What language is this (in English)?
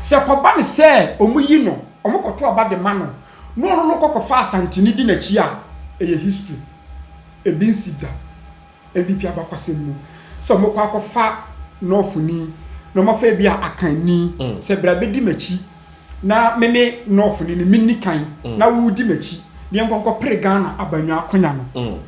Akan